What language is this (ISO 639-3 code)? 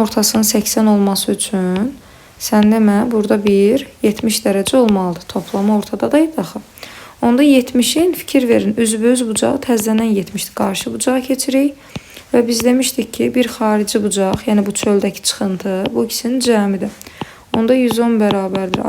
aze